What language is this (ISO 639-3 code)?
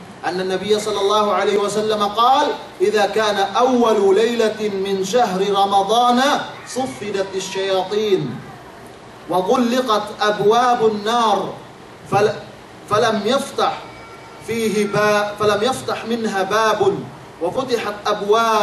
yka